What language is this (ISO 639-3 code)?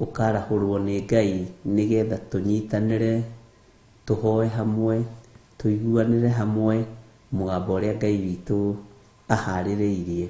kik